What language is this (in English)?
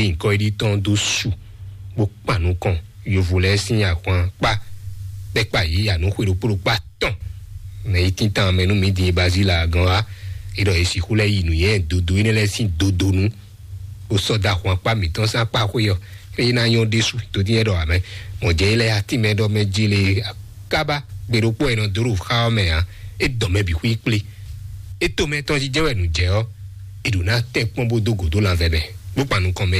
Fon